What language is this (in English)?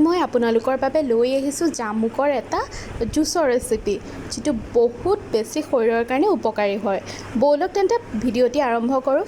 Assamese